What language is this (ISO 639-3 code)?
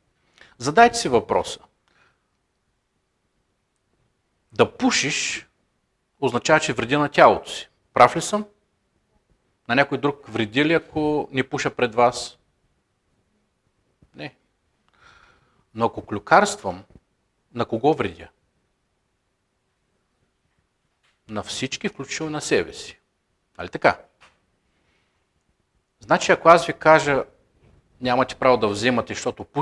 bul